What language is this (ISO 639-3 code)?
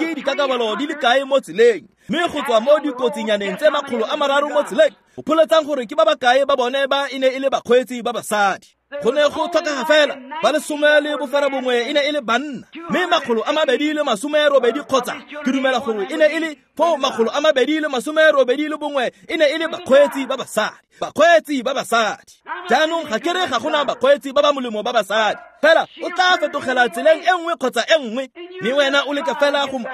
tsn